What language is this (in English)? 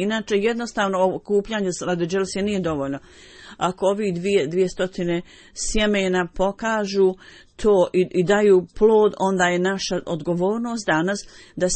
Bosnian